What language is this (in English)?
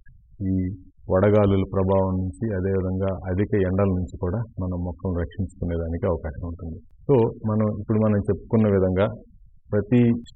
Telugu